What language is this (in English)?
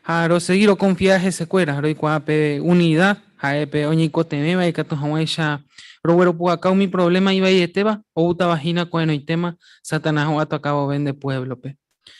Guarani